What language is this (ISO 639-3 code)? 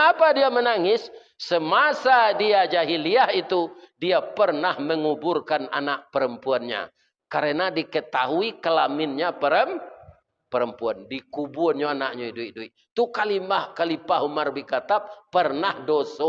min